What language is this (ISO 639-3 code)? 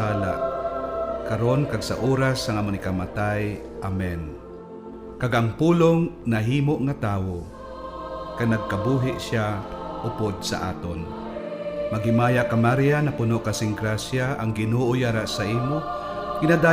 hil